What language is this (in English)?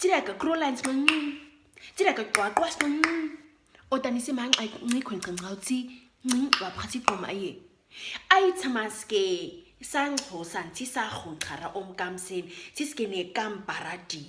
Nama